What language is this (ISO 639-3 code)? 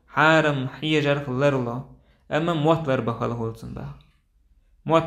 che